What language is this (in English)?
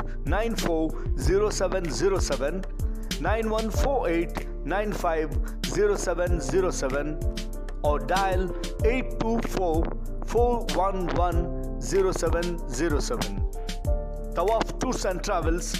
Kannada